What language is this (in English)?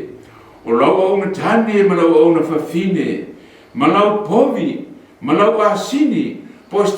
Samoan